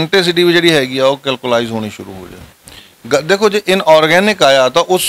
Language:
Punjabi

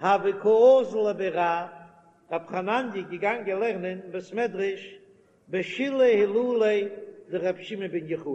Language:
Yiddish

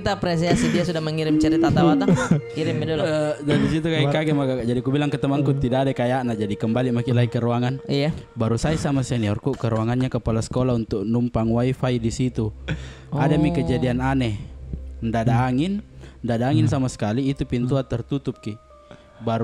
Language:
Makassar Malay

